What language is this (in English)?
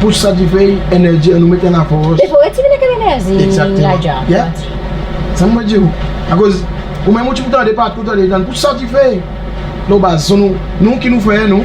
Seselwa Creole French